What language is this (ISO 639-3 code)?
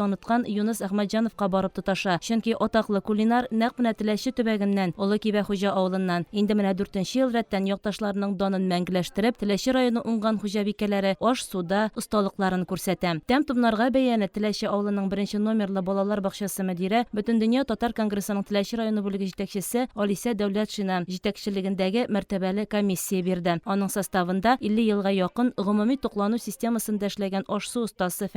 tat